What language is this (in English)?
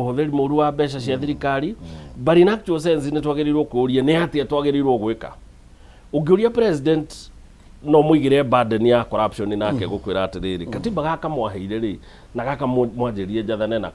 Kikuyu